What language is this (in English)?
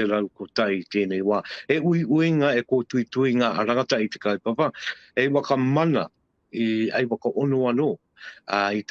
Māori